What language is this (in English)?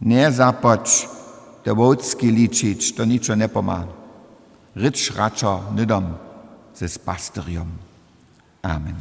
Upper Sorbian